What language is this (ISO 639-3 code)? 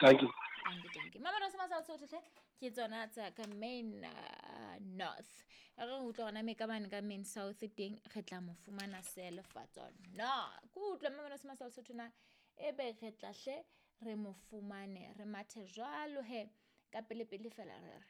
sot